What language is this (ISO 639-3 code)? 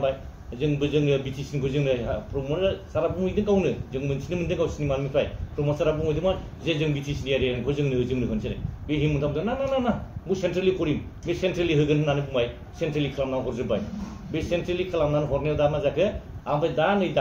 brx